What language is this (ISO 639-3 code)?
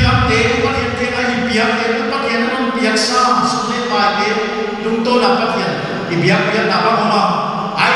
pck